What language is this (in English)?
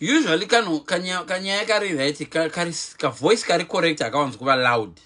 Shona